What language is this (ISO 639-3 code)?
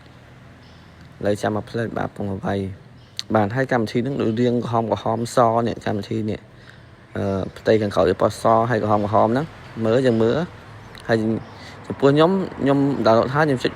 khm